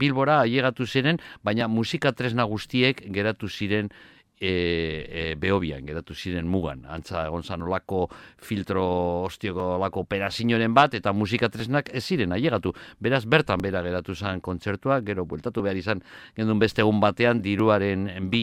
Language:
Basque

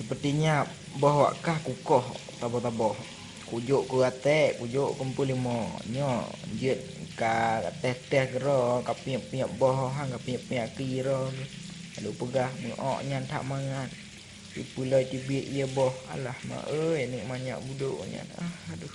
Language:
Achinese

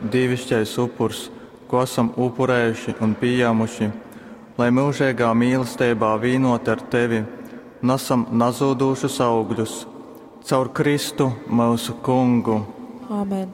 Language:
Latgalian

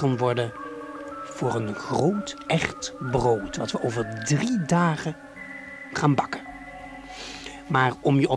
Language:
Dutch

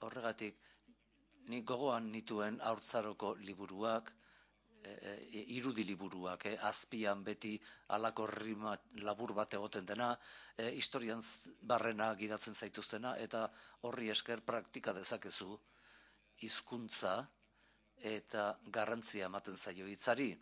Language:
Basque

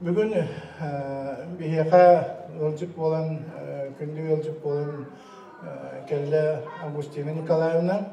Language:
Yakut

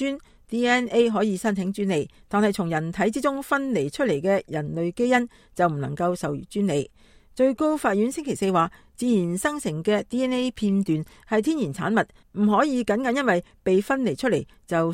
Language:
Cantonese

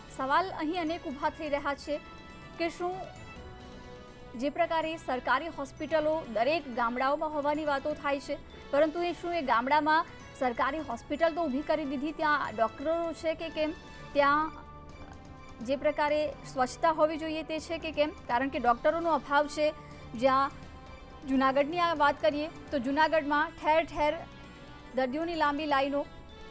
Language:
Gujarati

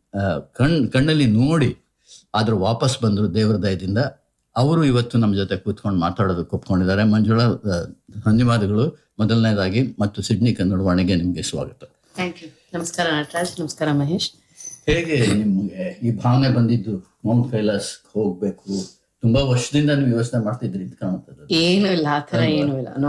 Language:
Kannada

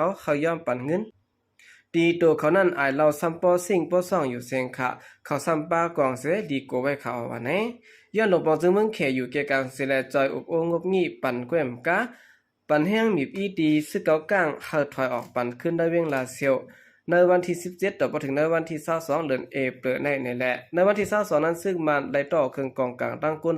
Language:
Shan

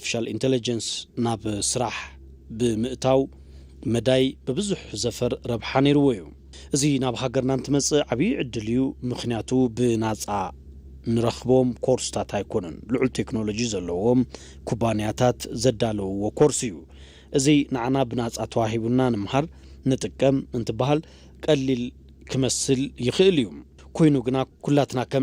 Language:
Tigrinya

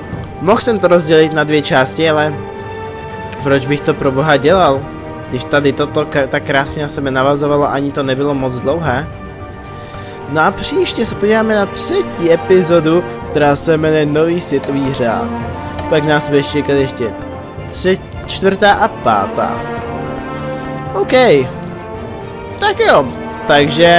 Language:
Czech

